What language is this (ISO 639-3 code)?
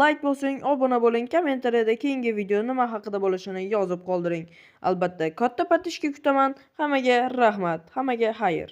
uzb